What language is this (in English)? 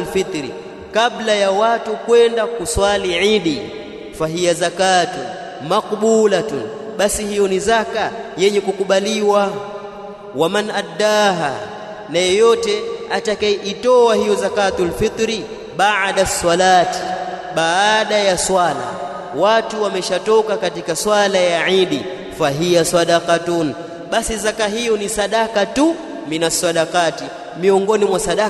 Swahili